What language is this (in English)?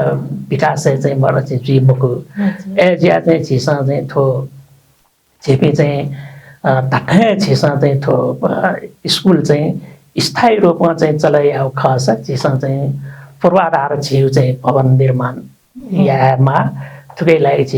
Newari